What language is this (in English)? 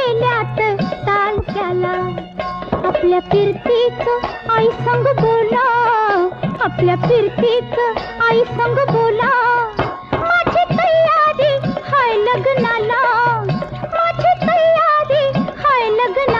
Marathi